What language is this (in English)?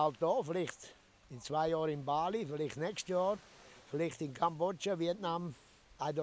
Swiss German